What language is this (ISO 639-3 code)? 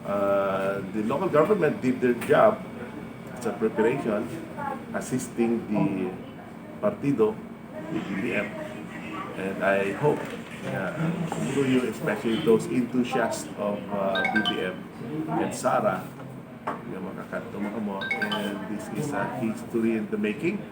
hil